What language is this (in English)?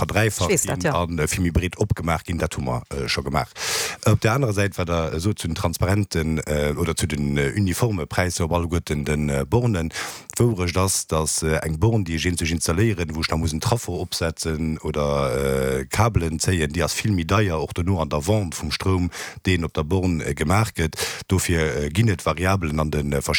Luxembourgish